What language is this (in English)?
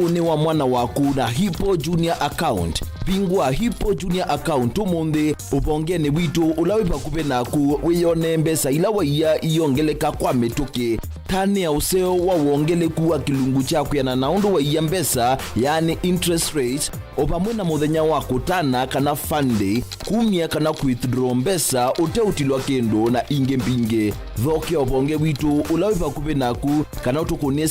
Kamba